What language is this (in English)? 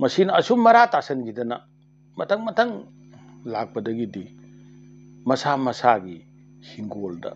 Manipuri